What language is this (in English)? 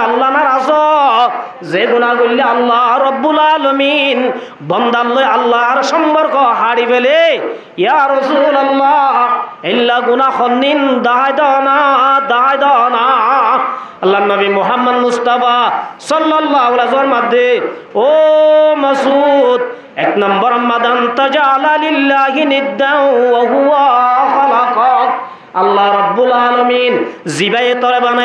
Rohingya